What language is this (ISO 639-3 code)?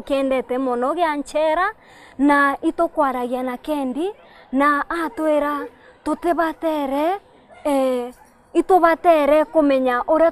mer